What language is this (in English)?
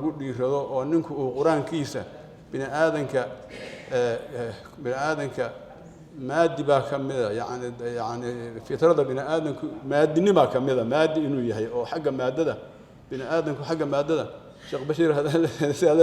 Somali